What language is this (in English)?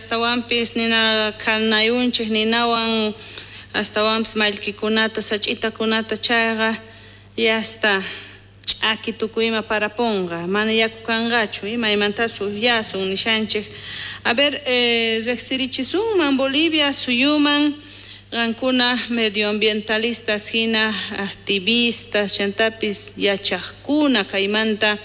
South Bolivian Quechua